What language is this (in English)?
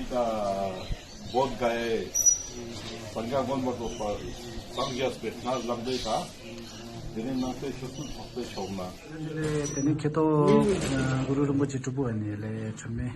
Ladakhi